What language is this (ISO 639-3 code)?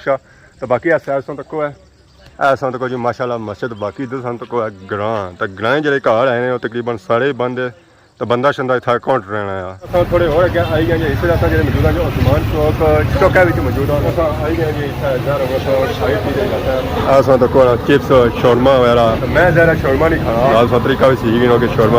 phr